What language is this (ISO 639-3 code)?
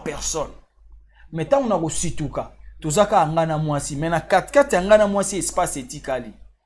lin